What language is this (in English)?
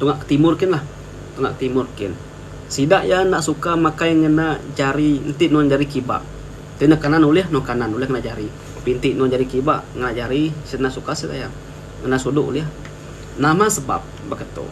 Iban